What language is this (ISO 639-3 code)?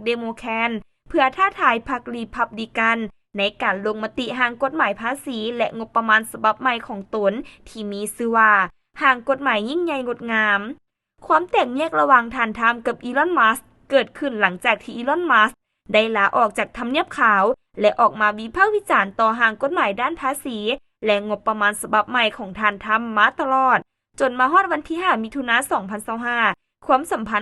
lao